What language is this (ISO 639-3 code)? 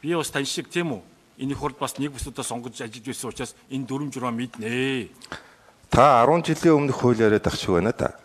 mon